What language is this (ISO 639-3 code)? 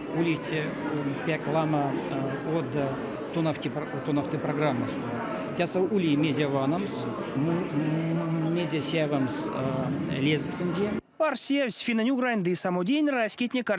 myv